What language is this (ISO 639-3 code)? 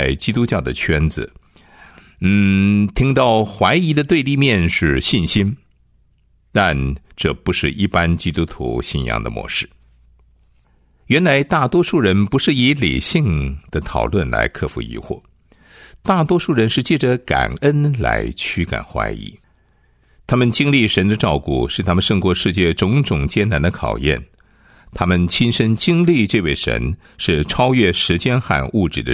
zho